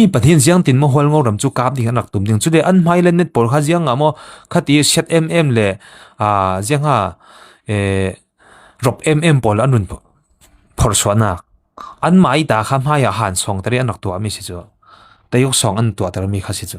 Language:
Falam Chin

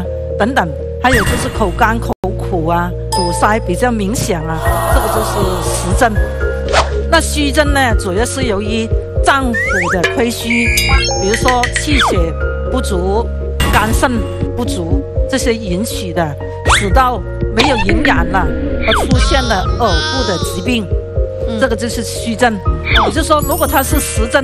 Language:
Chinese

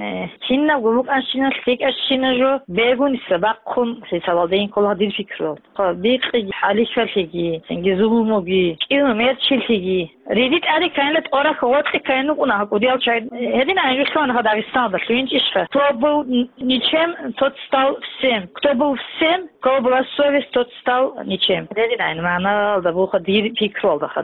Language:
Avaric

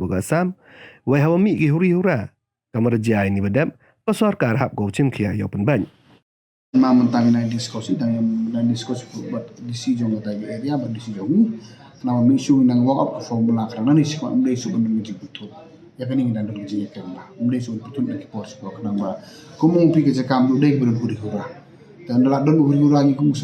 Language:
Khasi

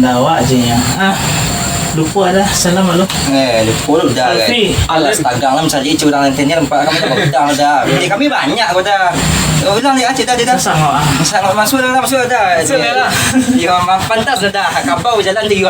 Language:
Minangkabau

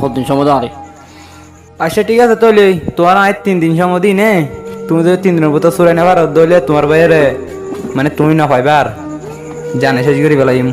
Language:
Rohingya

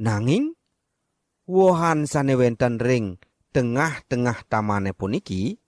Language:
Balinese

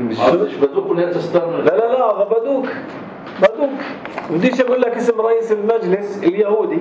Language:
North Levantine Arabic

